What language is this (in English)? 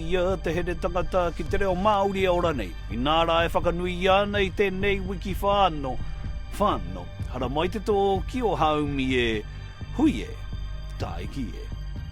Māori